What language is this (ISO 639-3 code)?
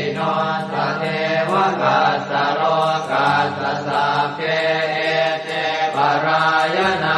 pli